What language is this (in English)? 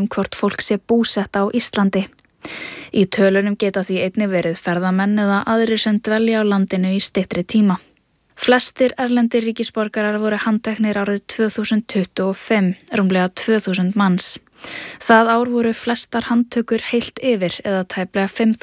Icelandic